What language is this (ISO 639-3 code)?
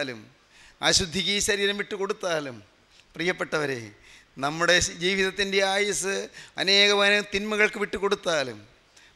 mal